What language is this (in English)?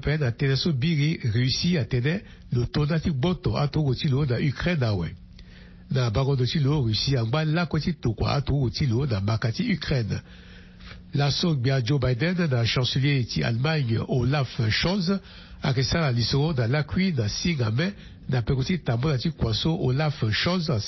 Sango